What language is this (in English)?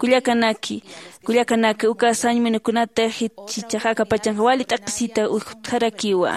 Aymara